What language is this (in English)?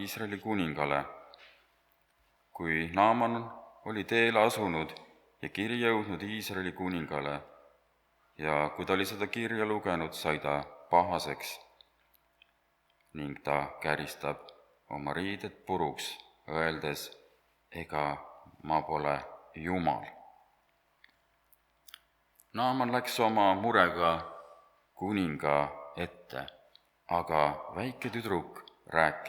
Estonian